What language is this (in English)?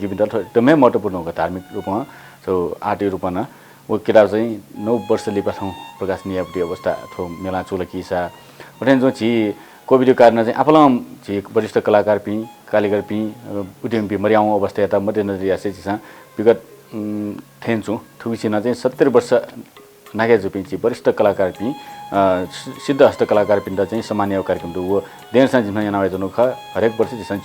Newari